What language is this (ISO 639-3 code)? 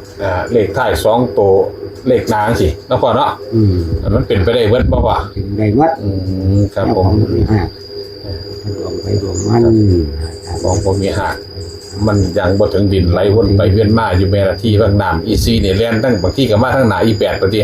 tts